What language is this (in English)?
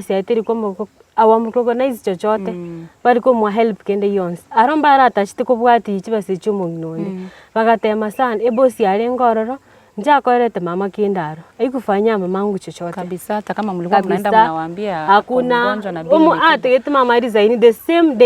Gusii